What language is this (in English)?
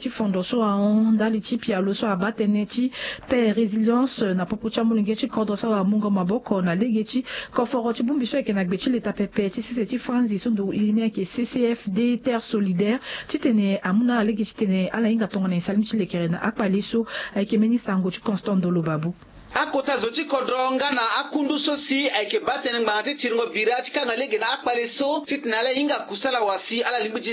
Sango